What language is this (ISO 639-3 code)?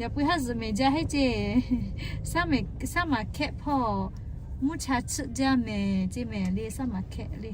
lhu